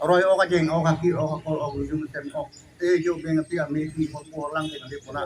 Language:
Karbi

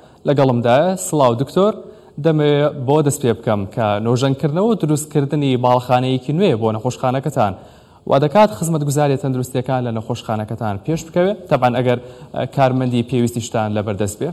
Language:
Central Kurdish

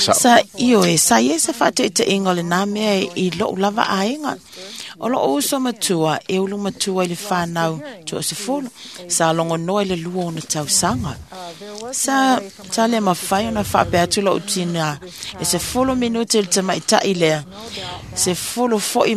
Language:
Samoan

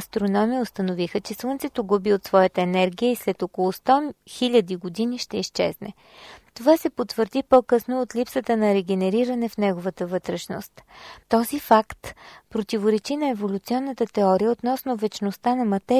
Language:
Bulgarian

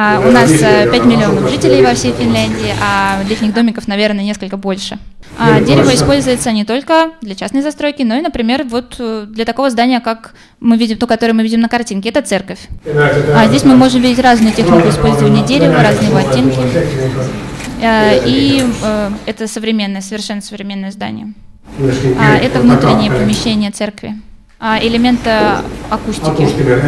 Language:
Russian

